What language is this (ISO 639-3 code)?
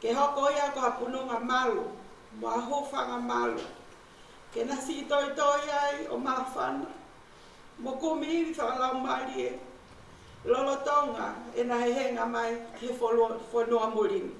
ton